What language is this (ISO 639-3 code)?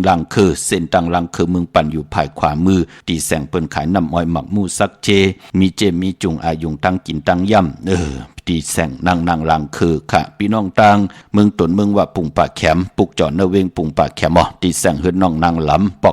shn